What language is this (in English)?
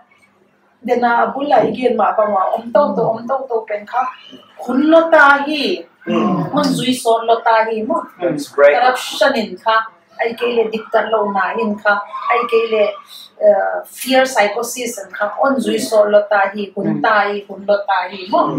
Paite Chin